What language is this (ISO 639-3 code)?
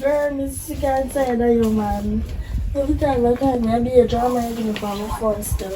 jam